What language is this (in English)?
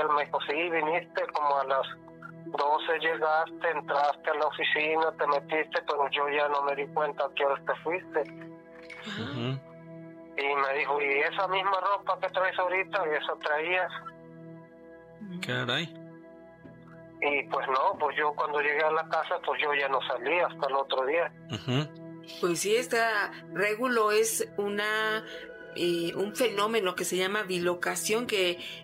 Spanish